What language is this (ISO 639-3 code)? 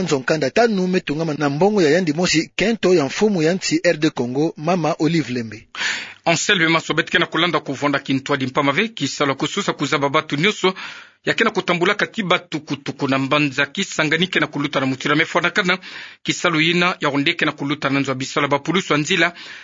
ktu